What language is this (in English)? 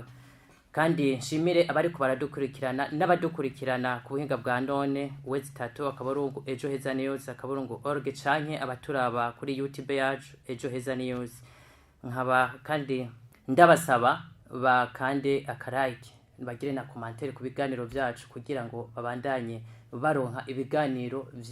Rundi